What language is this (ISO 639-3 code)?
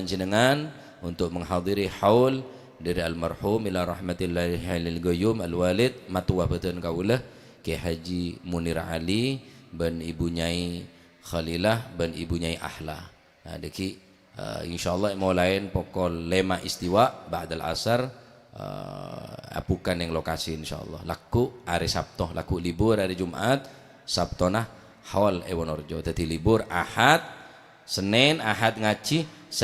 mad